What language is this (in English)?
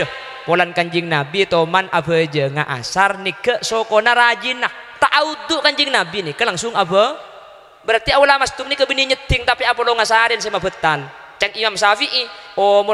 Madurese